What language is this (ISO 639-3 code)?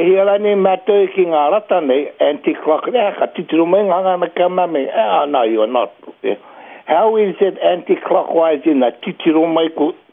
mri